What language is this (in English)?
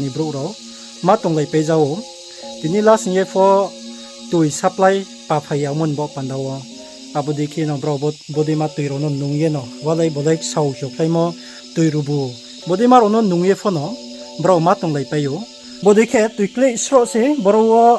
Riang (India)